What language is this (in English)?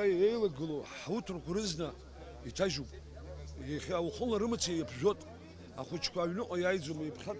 Abkhazian